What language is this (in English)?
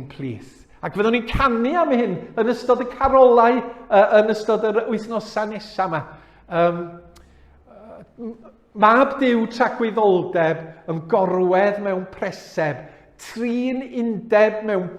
Welsh